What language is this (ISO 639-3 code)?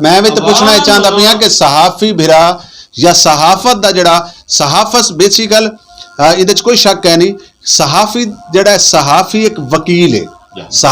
skr